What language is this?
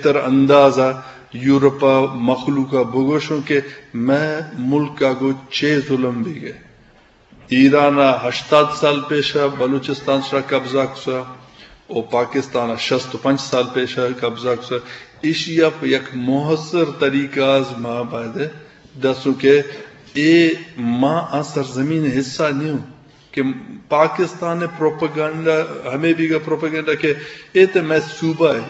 Eastern Balochi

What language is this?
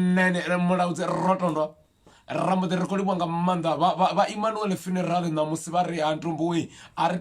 Venda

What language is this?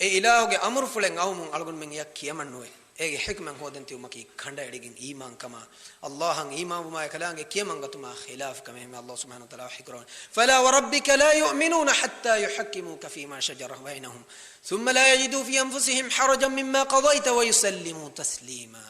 Divehi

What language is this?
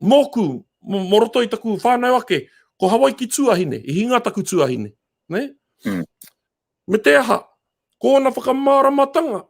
Māori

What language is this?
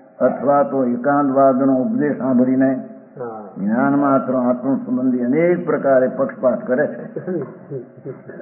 Gujarati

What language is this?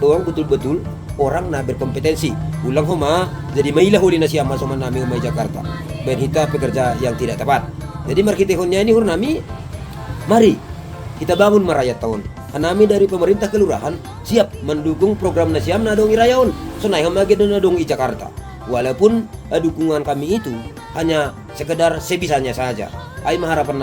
Batak Simalungun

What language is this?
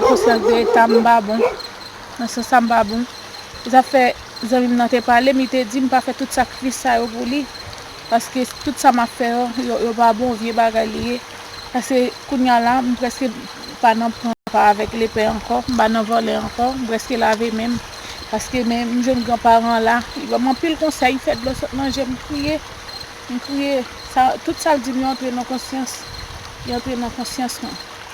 Haitian Creole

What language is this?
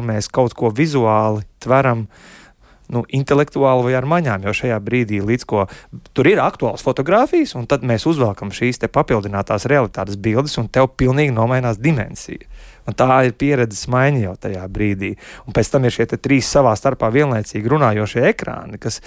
Latvian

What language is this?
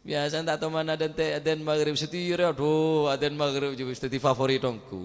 Madurese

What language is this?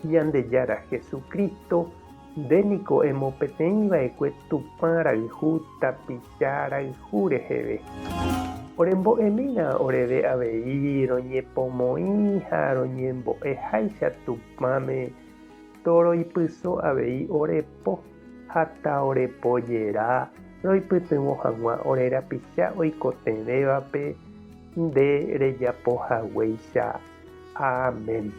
Guarani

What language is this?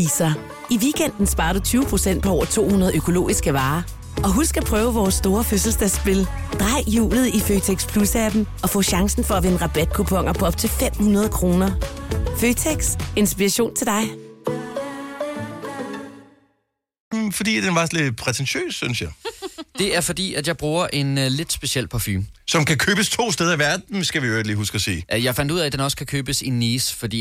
Danish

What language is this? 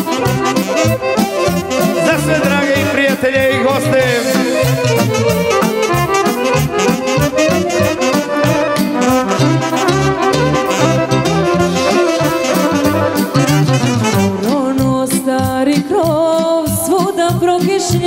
Serbian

